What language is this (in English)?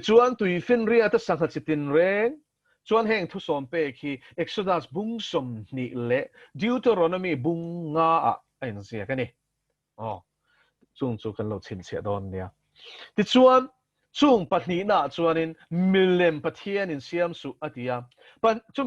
Mizo